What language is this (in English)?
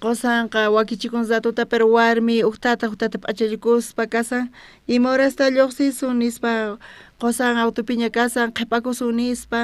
South Bolivian Quechua